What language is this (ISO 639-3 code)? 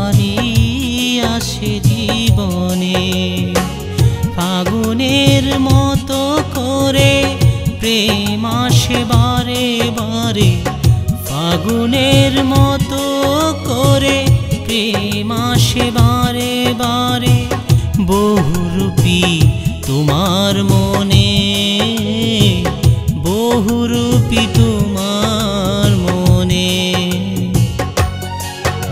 ben